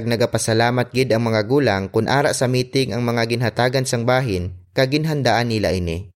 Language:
Hiligaynon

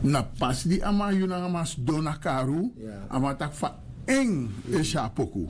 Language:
Sranan Tongo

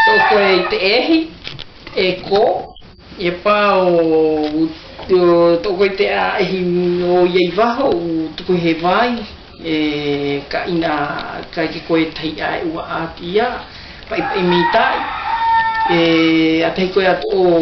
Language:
South Marquesan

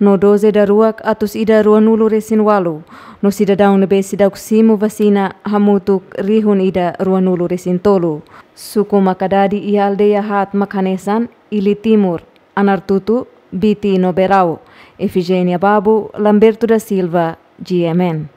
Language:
Tetum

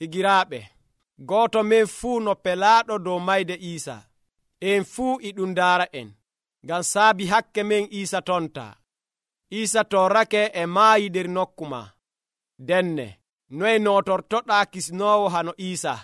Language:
Nigerian Fulfulde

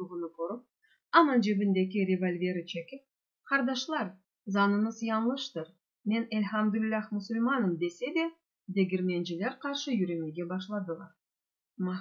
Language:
Crimean Tatar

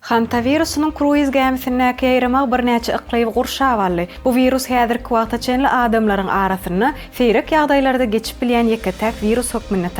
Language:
Turkmen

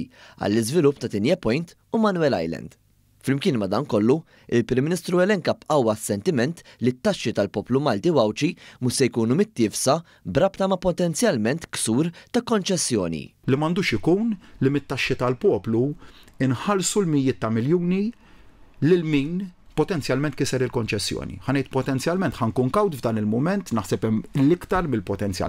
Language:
Maltese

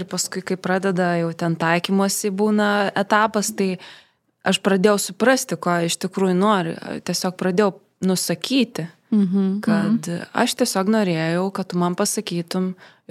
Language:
Lithuanian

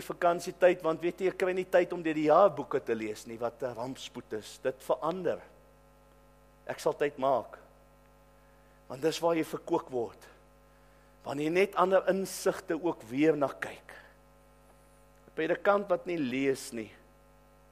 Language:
Afrikaans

